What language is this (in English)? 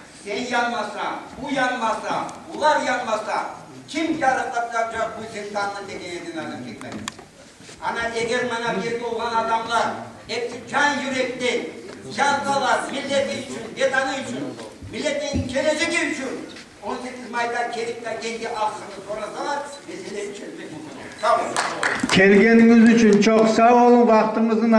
Crimean Tatar